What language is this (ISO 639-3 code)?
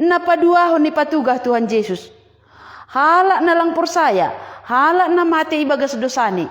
bts